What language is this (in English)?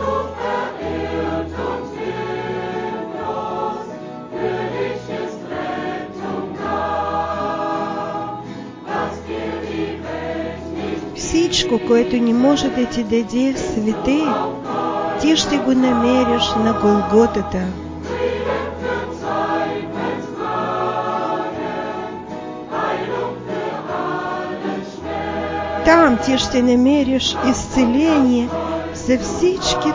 Bulgarian